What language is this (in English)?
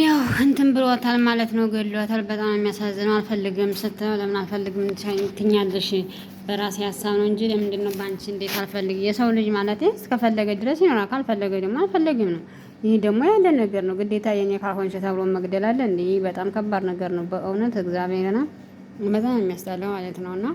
Amharic